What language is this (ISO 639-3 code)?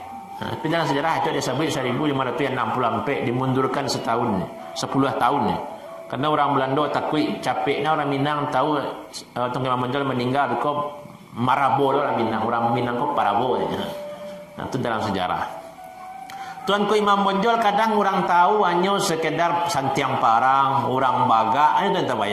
min